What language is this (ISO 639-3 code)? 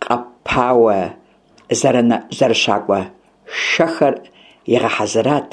kbd